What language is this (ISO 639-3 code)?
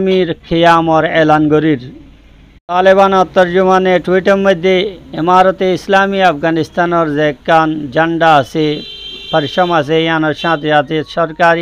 rhg